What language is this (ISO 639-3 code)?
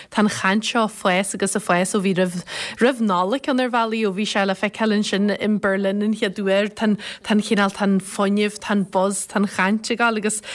gle